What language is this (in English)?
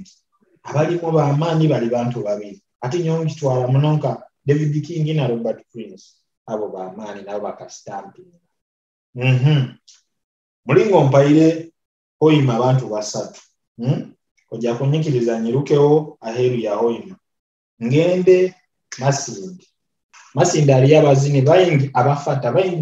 Nyoro